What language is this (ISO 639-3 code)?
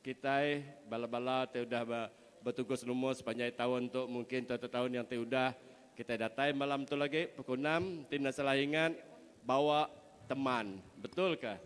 iba